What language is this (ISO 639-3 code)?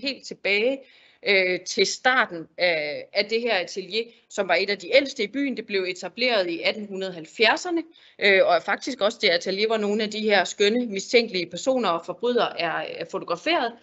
dan